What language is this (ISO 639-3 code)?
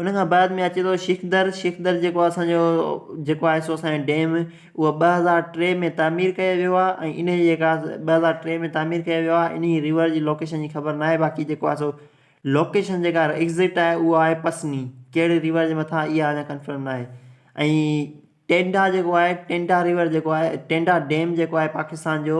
snd